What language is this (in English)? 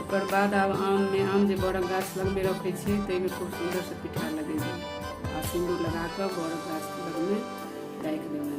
Maithili